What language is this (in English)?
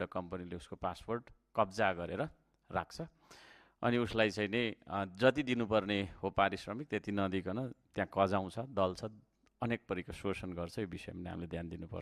Nepali